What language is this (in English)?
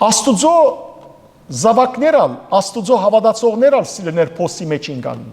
Western Armenian